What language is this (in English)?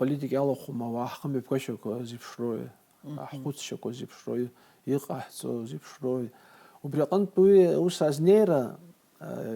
Abkhazian